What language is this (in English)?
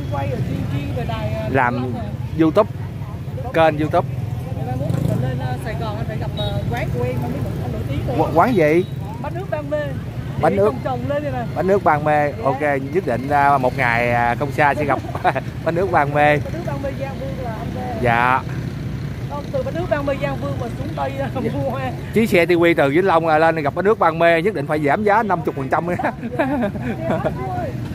Vietnamese